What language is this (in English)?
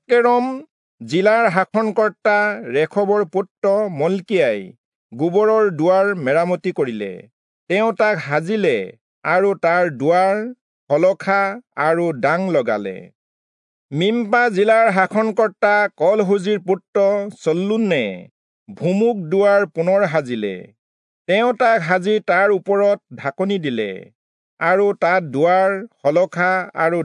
Assamese